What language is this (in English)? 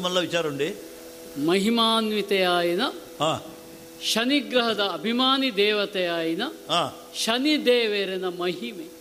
Tulu